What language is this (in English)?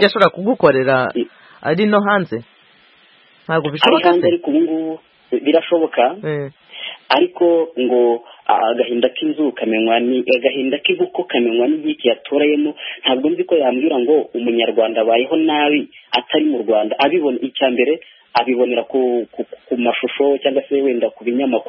Kinyarwanda